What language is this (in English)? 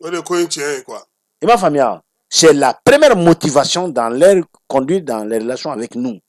Bambara